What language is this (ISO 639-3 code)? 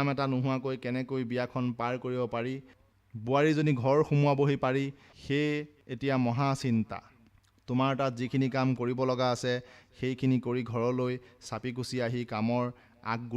asm